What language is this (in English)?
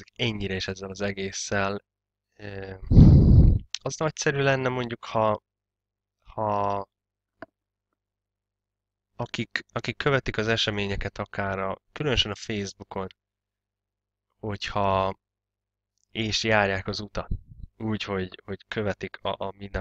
Hungarian